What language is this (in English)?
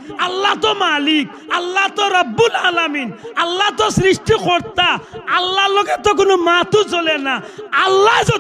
Sylheti